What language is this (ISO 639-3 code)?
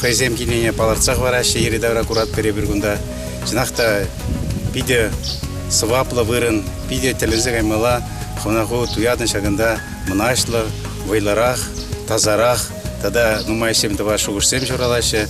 chv